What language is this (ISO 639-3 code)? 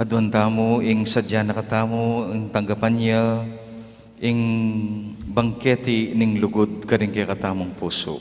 pam